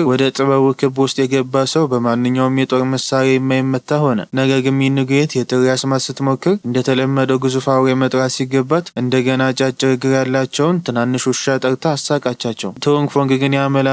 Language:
Amharic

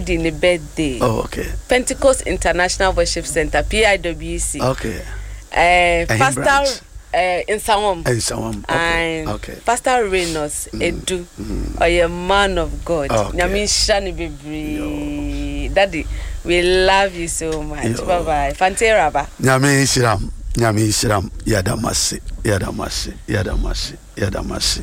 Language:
Akan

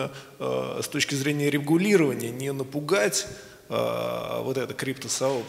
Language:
Russian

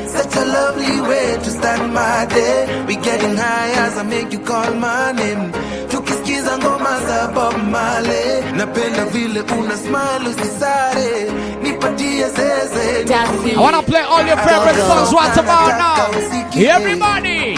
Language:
Swahili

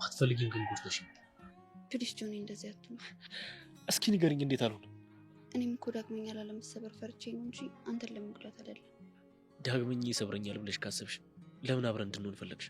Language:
Amharic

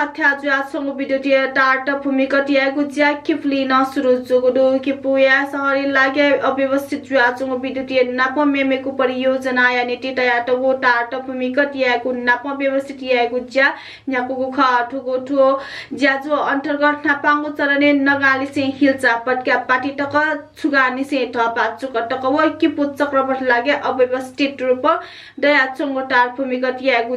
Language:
Newari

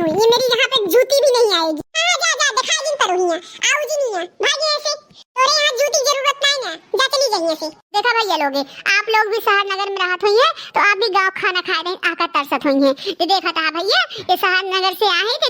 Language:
Awadhi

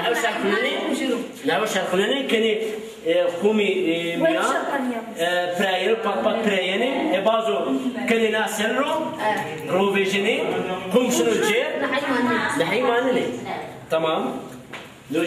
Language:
Zaza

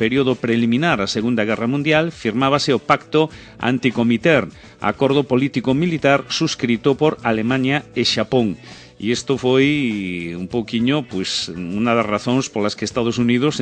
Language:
Galician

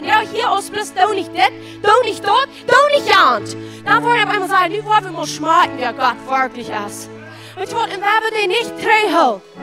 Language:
Plautdietsch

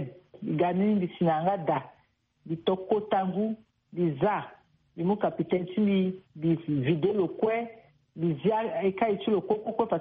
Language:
Sango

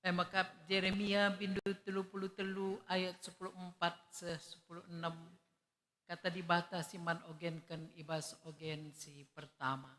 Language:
Batak Karo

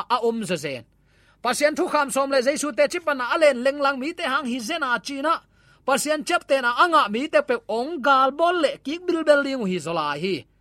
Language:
Tedim Chin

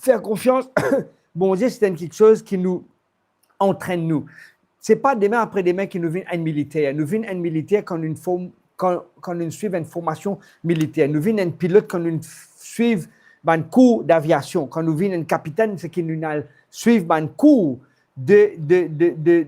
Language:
Morisyen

